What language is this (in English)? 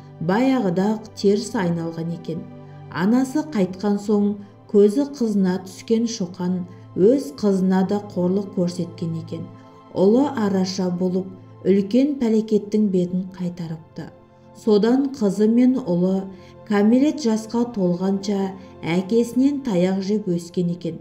Kazakh